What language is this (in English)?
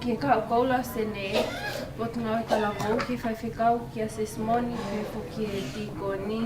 Tongan